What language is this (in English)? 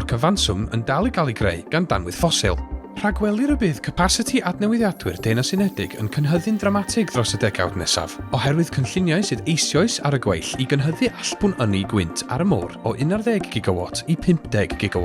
Welsh